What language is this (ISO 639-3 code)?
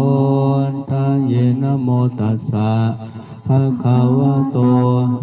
pli